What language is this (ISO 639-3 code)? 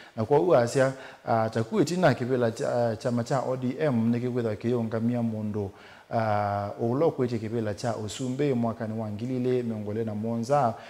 kam